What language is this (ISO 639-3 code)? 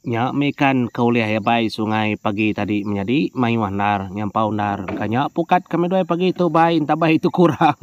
iba